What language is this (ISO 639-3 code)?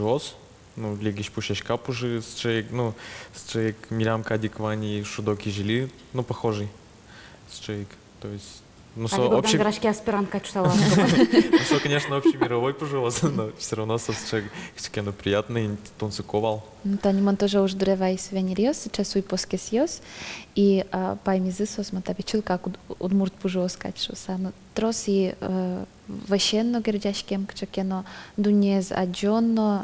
udm